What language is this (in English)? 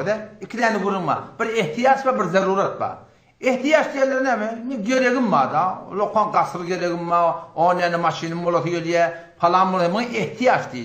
Turkmen